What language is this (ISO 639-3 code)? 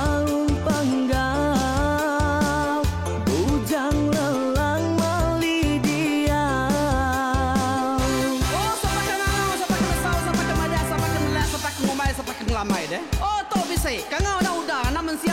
iba